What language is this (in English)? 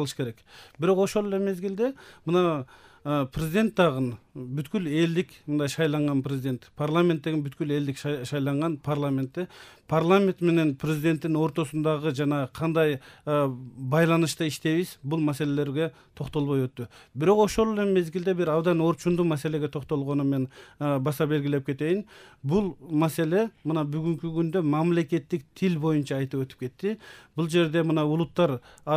Kyrgyz